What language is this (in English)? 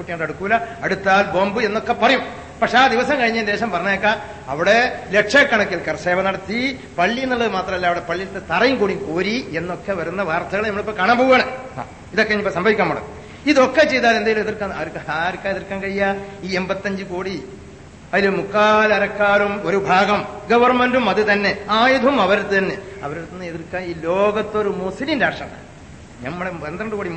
Malayalam